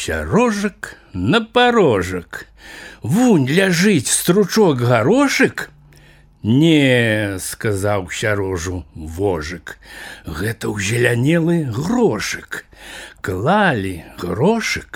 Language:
Belarusian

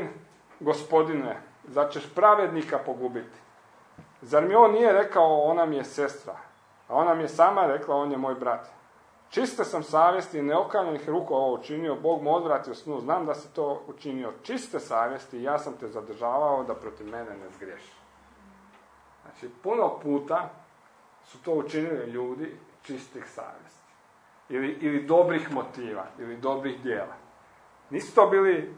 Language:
Croatian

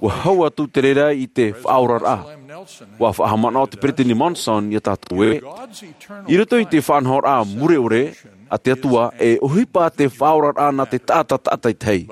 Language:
Tahitian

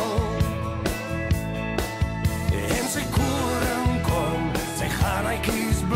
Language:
Afrikaans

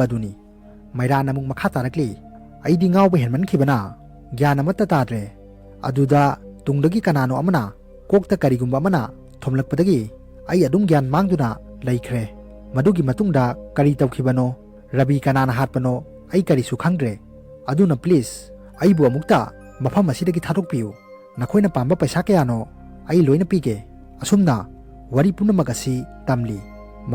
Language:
Manipuri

